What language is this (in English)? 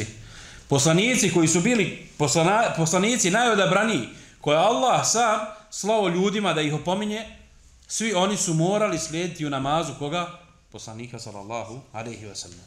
Bosnian